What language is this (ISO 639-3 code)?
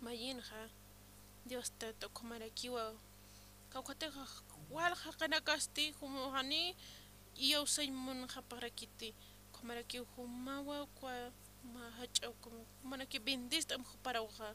aym